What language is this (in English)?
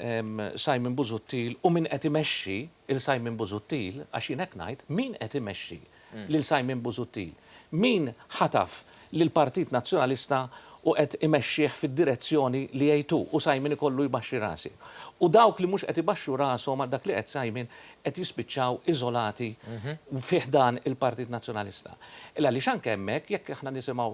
Maltese